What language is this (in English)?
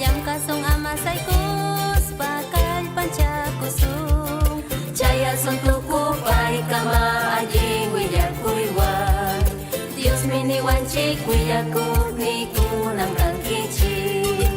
Ayacucho Quechua